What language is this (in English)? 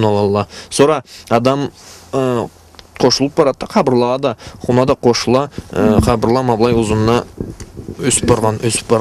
Karachay-Balkar